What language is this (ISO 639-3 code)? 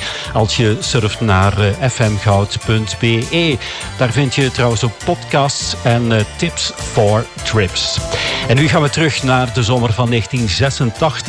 nld